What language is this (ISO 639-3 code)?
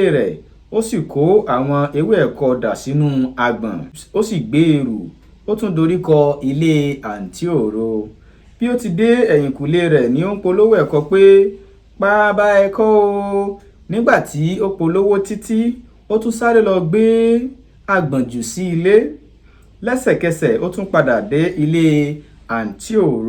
yor